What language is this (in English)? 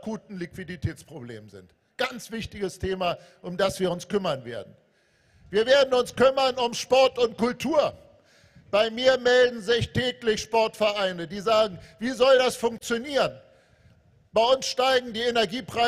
German